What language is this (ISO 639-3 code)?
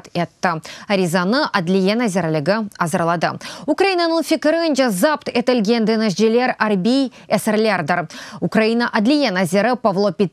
crh